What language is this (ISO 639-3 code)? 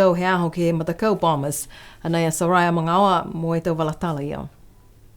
niu